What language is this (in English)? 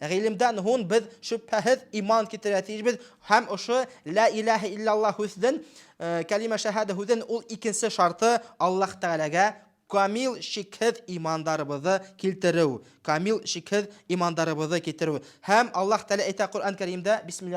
Bashkir